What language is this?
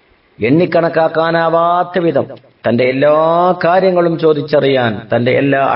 Malayalam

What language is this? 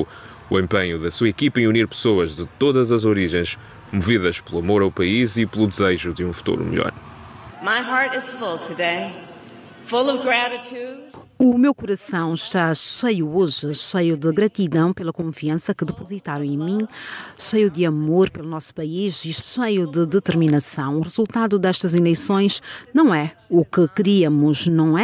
Portuguese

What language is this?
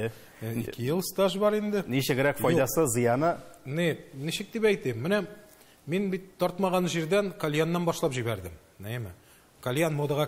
Tatar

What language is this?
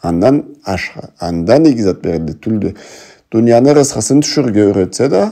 Karachay-Balkar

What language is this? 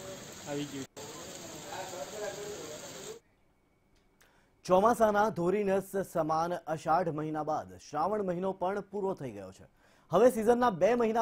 Gujarati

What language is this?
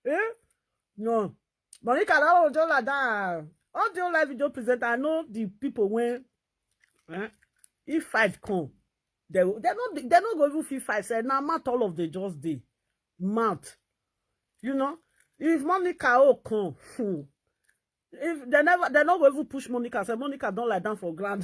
Nigerian Pidgin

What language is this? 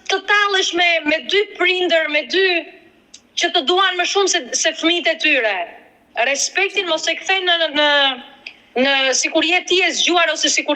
Albanian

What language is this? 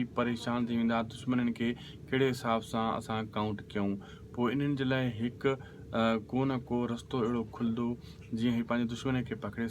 Sindhi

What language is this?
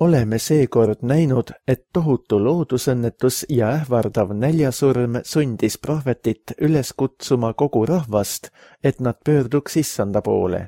Estonian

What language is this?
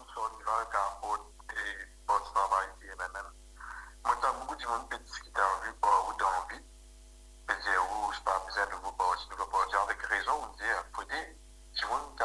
Morisyen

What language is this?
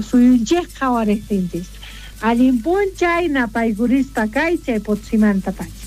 South Bolivian Quechua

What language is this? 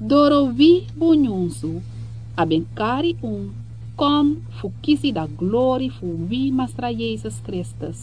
Sranan Tongo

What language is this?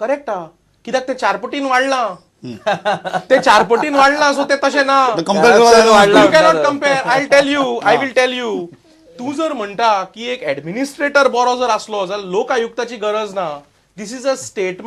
Konkani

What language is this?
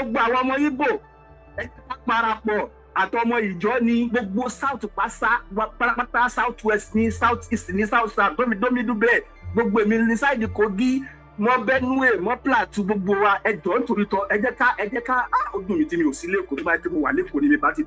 Yoruba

